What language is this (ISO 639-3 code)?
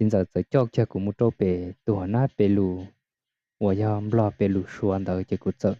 hmn